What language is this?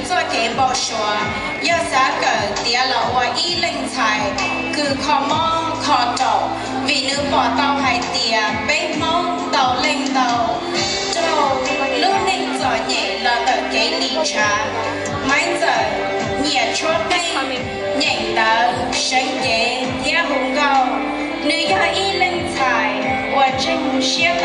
Hmong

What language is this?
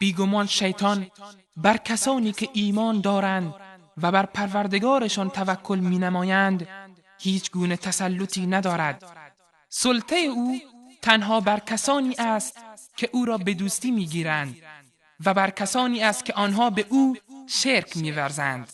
Persian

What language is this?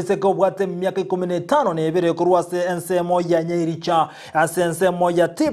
Gusii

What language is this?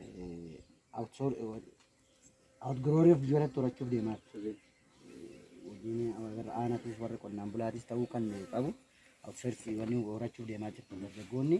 Oromo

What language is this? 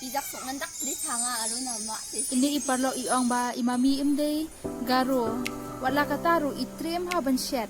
Khasi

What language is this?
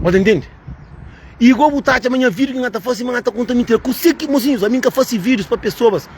Kabuverdianu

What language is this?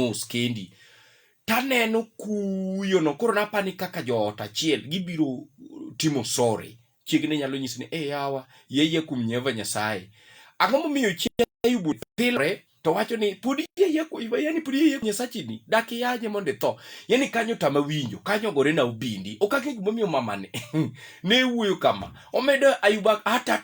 Luo (Kenya and Tanzania)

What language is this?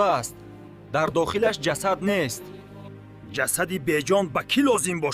Tajik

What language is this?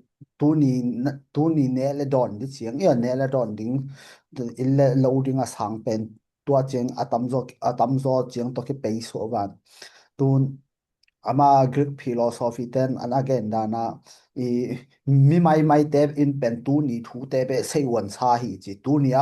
Tedim Chin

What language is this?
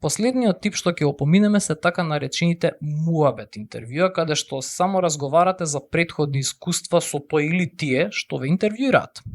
Macedonian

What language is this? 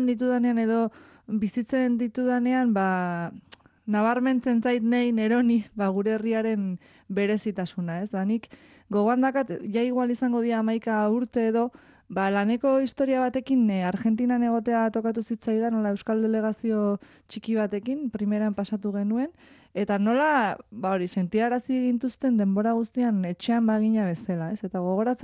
Basque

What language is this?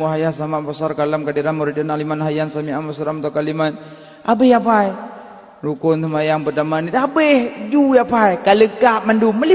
Achinese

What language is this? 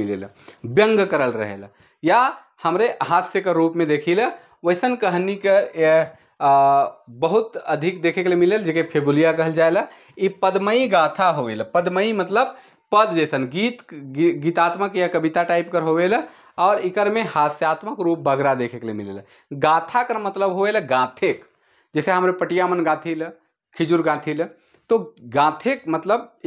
Sadri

